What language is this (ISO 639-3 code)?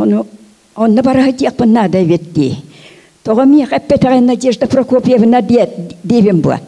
sah